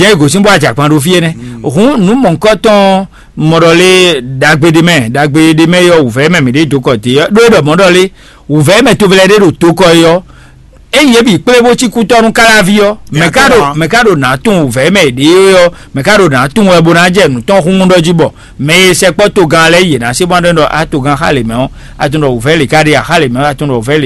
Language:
Fon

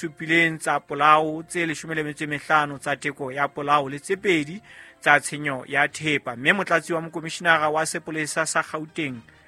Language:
Southern Sotho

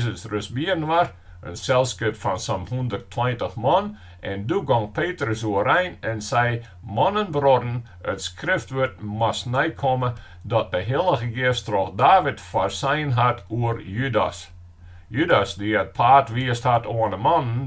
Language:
Western Frisian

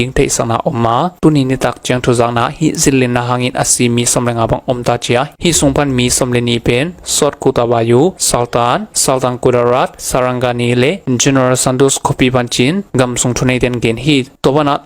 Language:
Tedim Chin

